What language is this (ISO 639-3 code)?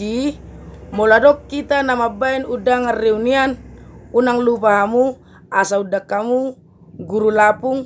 bbc